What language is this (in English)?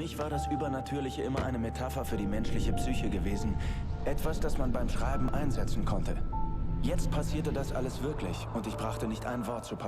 Bavarian